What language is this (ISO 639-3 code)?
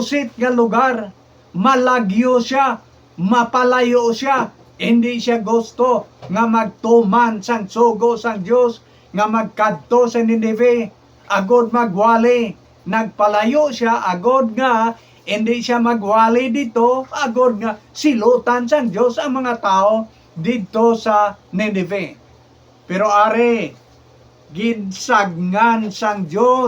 hil